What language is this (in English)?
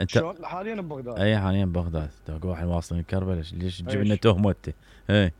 Mesopotamian Arabic